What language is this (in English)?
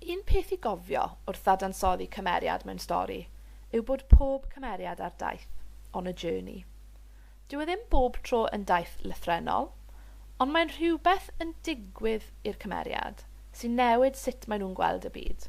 Welsh